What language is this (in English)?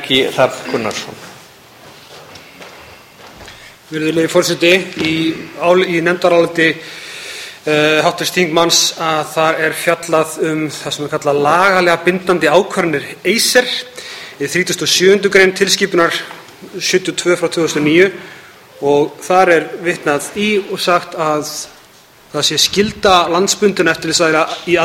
Icelandic